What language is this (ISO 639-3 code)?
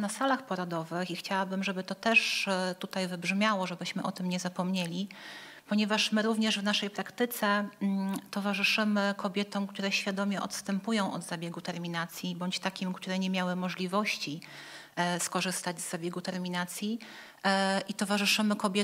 pol